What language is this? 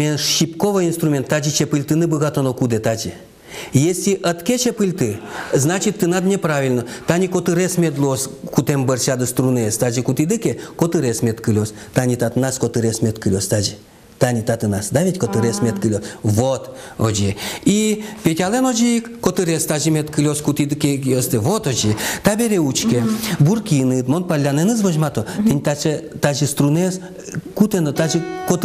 Udmurt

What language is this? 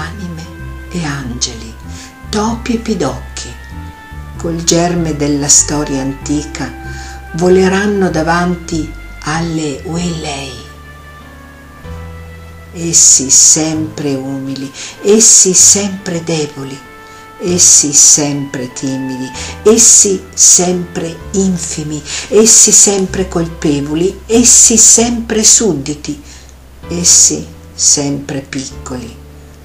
Italian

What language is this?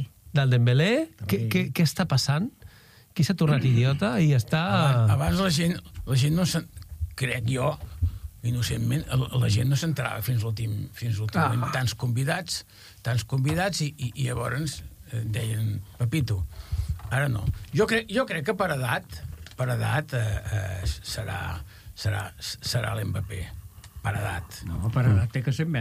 Catalan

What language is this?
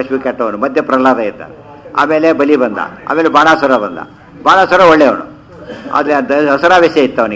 Kannada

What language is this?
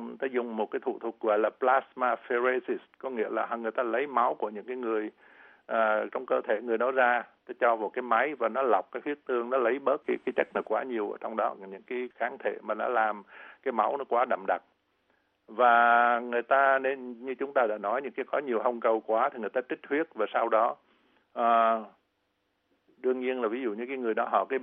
Vietnamese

